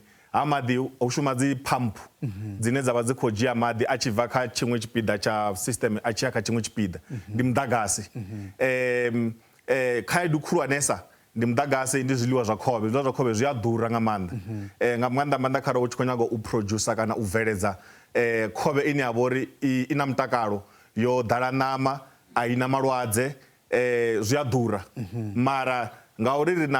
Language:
Venda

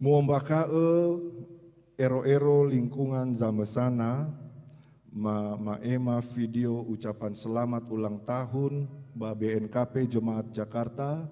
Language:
Nias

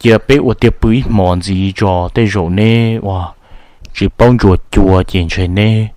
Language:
Hmong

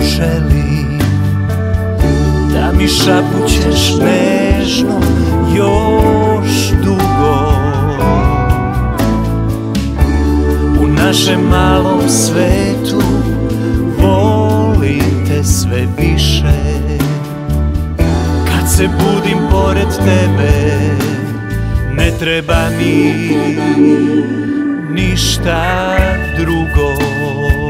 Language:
Serbian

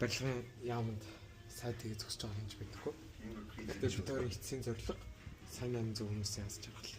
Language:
Mongolian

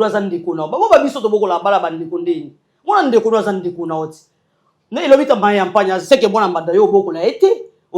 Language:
Lingala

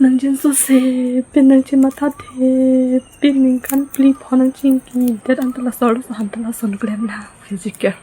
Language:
Karbi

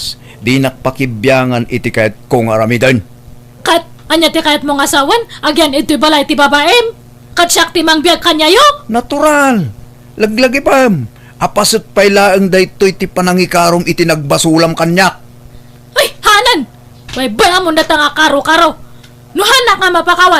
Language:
Iloko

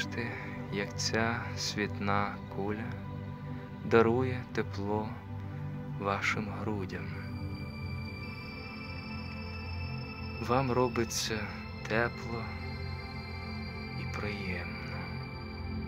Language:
Ukrainian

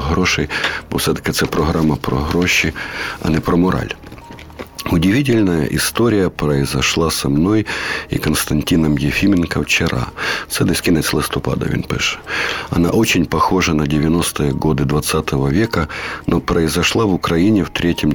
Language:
Ukrainian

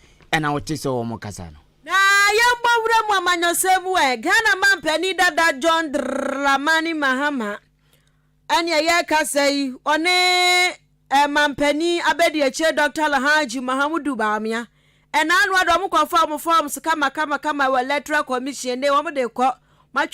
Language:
Akan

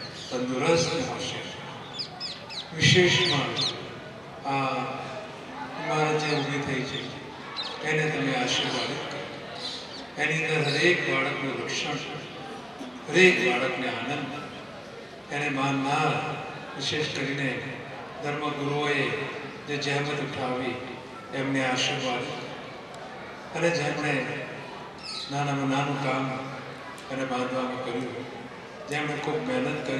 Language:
Gujarati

